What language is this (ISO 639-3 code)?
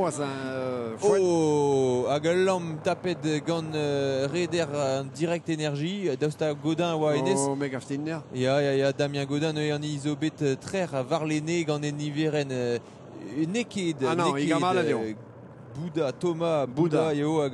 bre